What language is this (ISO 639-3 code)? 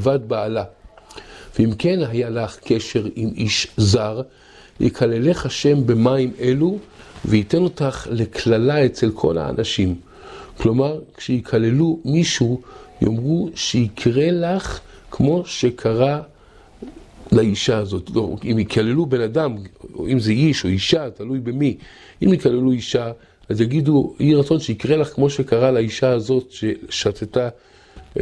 heb